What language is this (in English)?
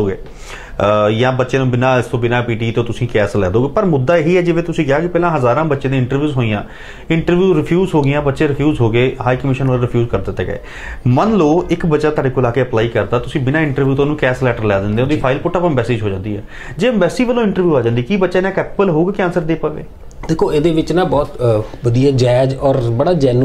Punjabi